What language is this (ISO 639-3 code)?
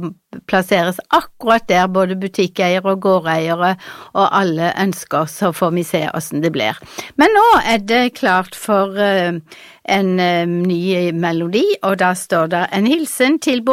nor